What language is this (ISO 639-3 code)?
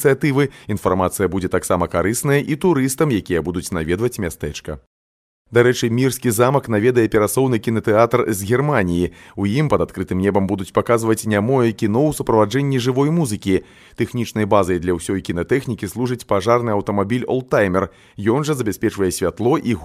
bel